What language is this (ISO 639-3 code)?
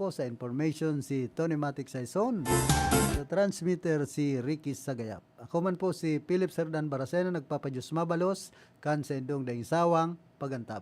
bik